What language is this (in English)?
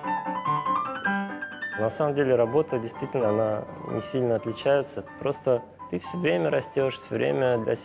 Russian